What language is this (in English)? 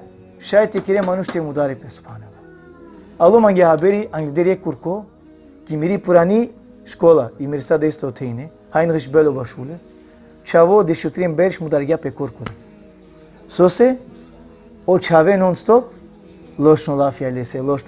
Balkan Romani